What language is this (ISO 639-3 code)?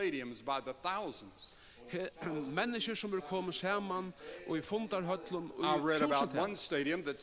fao